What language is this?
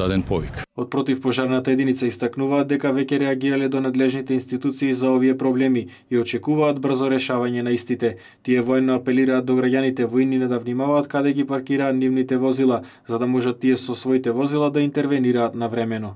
Macedonian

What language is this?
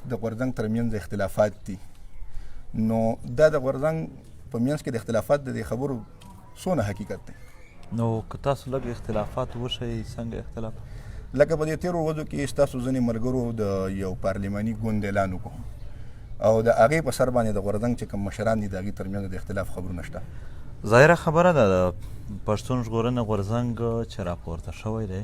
Pashto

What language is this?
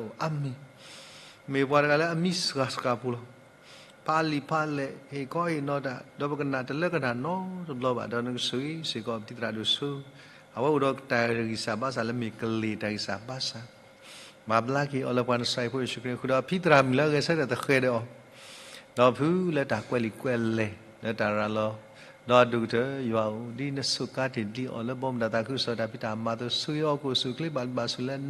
S'gaw Karen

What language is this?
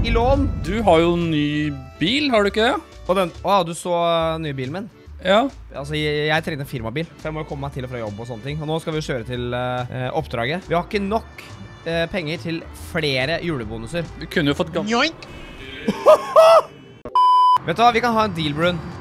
Norwegian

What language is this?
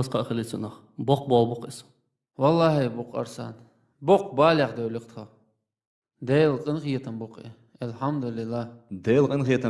Chechen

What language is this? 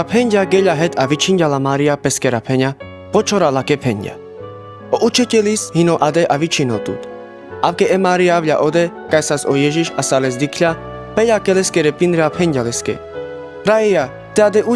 Carpathian Romani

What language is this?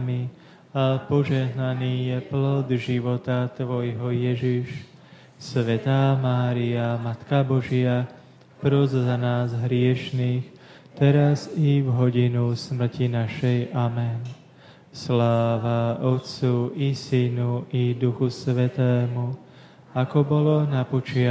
Slovak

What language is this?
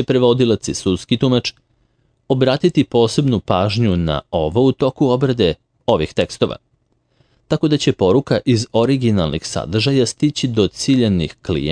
Serbian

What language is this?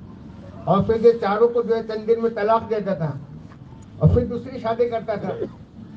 Urdu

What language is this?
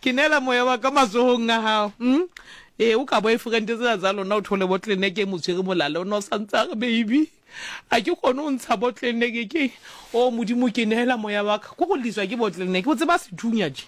Southern Sotho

